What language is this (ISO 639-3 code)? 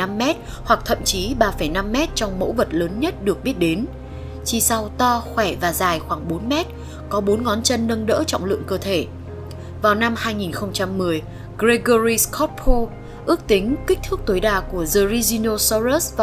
vie